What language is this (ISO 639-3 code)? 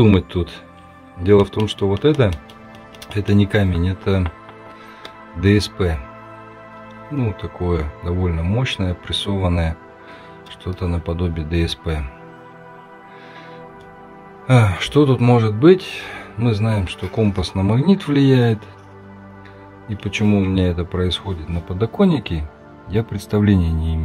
rus